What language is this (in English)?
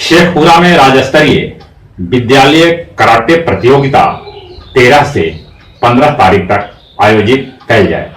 Magahi